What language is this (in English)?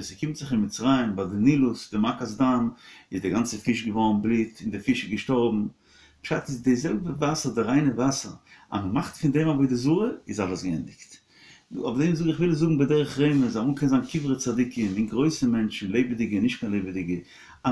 Yiddish